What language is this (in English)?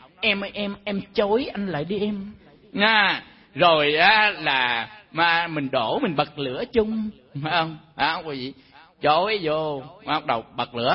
Vietnamese